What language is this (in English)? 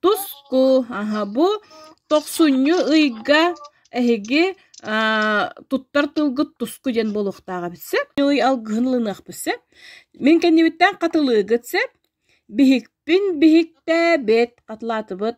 Yakut